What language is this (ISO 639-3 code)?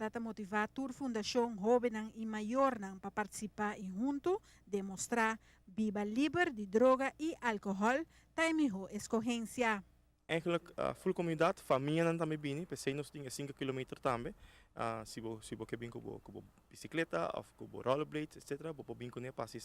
pap